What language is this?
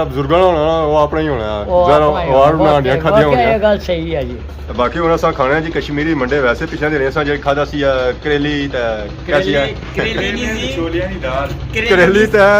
Pahari-Potwari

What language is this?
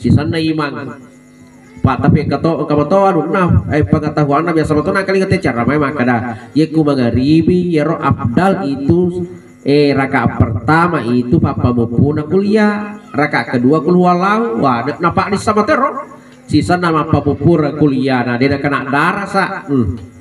Buginese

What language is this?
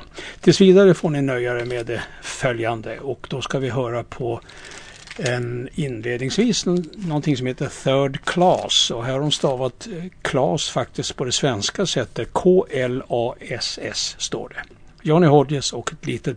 Swedish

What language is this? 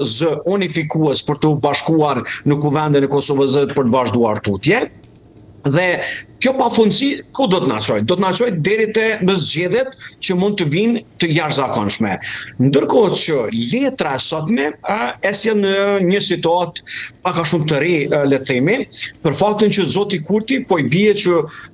Albanian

